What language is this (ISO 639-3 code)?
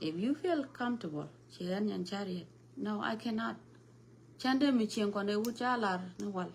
nus